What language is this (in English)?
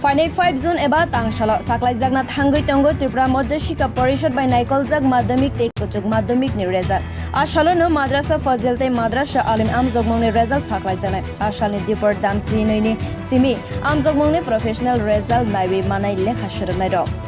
Kok Borok